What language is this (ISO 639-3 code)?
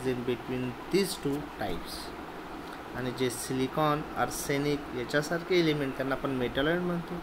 mar